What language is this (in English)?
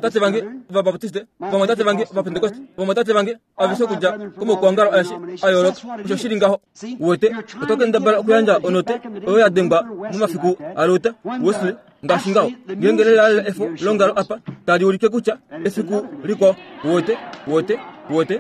Kuanyama